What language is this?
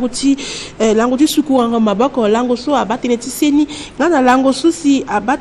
Sango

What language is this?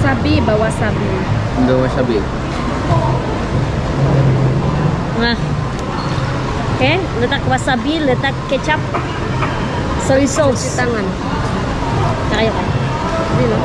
Malay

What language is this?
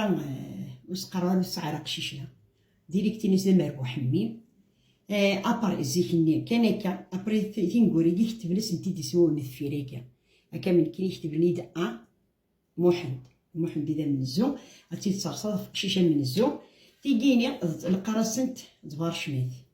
Kabyle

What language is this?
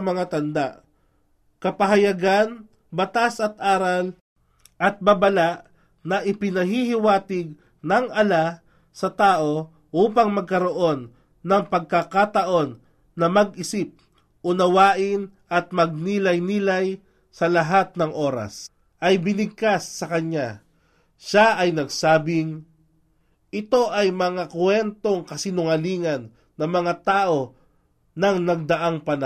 Filipino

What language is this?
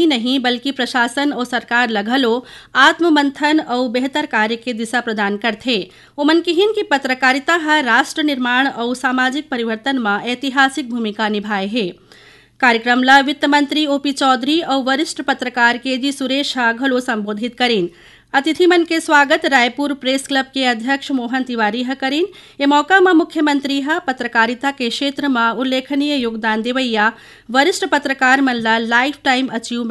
Chhattisgarhi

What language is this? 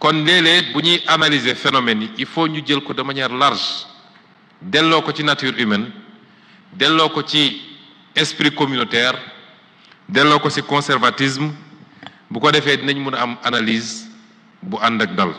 Wolof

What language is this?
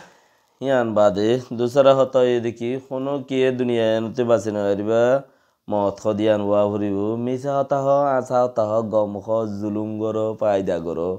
Rohingya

